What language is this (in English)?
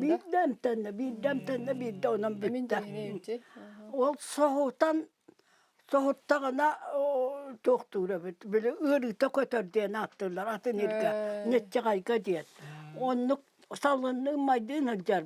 Yakut